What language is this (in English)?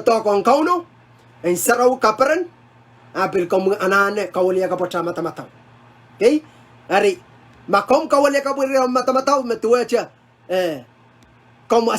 Pohnpeian